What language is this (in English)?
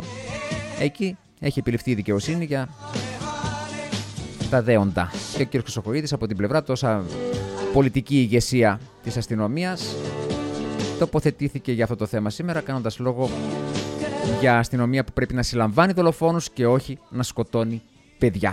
Greek